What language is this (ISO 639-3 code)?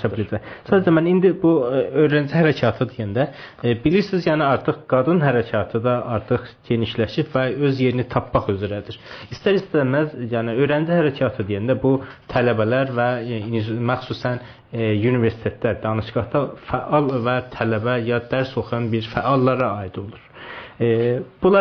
azb